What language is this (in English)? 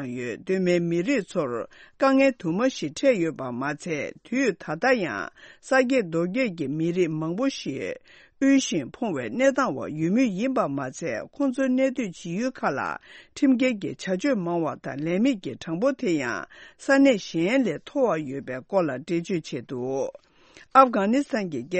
Tibetan